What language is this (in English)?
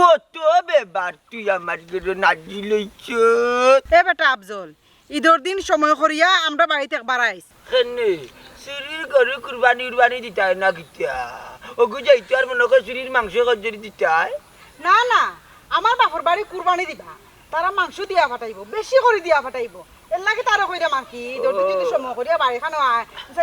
Sylheti